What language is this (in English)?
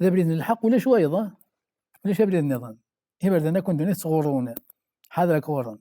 Kabyle